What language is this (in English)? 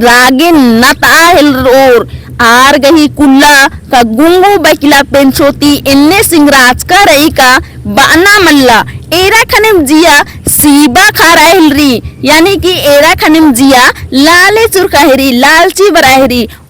Kurukh